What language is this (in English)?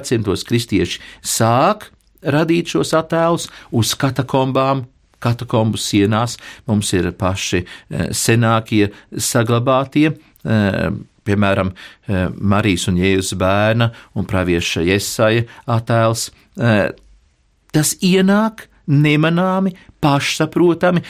Latvian